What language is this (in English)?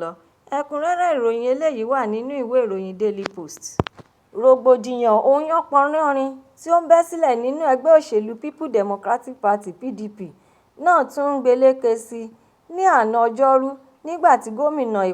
Yoruba